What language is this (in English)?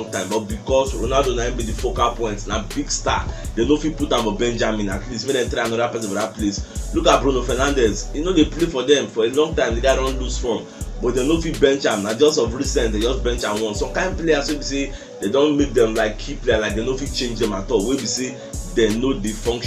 Nigerian Pidgin